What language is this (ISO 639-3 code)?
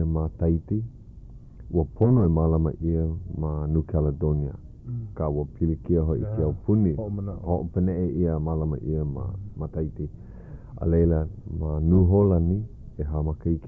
haw